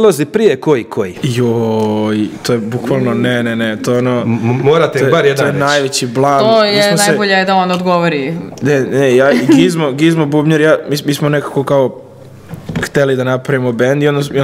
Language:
Serbian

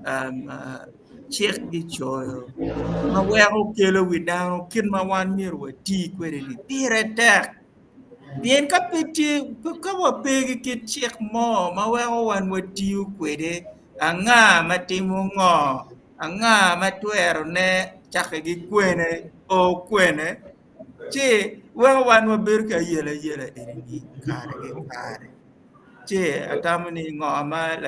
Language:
Acoli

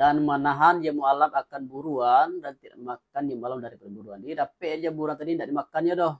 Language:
Minangkabau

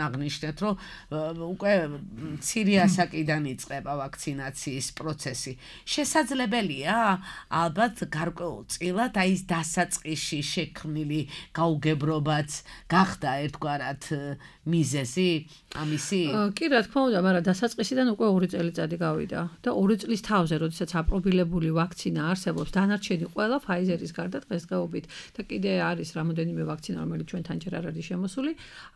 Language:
Georgian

